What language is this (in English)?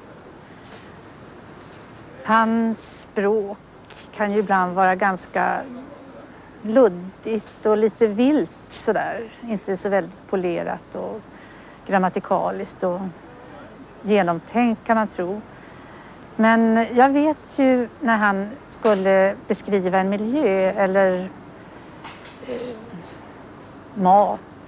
Swedish